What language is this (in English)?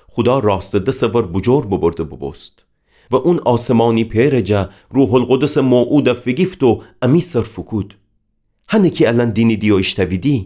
Gilaki